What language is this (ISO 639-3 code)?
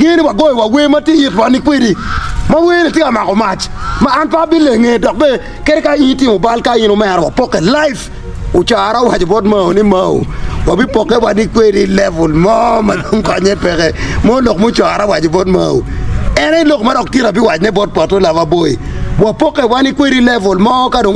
ach